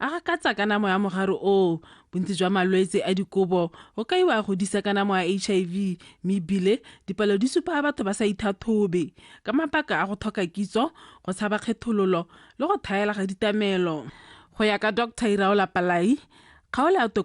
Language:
Tswana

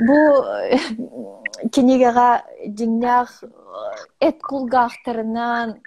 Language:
Yakut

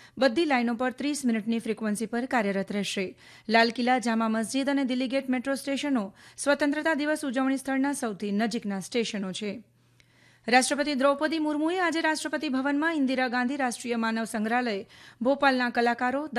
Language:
Gujarati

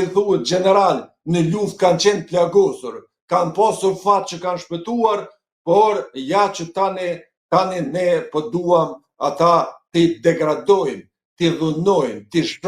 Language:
Albanian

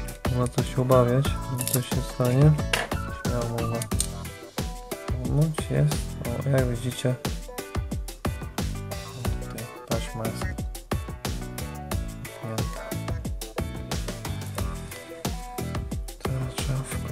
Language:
Polish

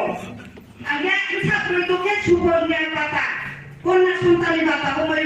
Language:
Riang (India)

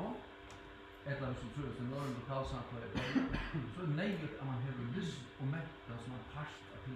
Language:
Faroese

